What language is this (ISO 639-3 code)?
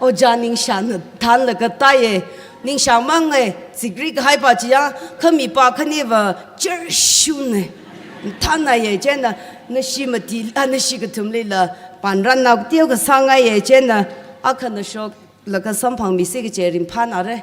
nmf